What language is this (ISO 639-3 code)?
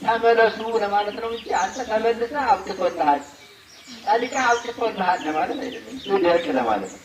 amh